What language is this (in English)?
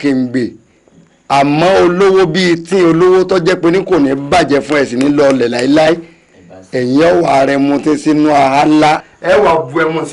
Yoruba